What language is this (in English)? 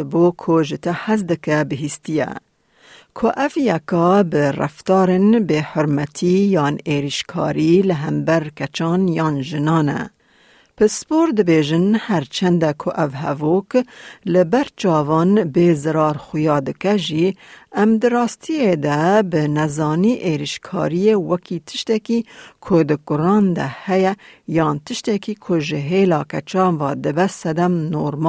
Kurdish